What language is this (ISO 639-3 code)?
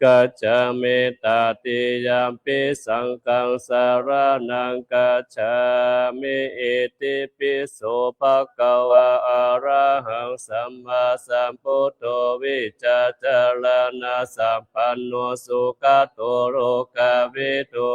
pli